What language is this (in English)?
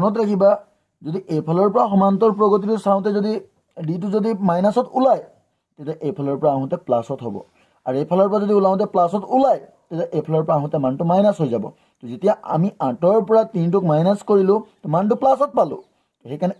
Assamese